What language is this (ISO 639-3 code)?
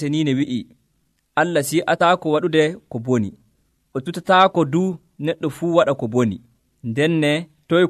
fuv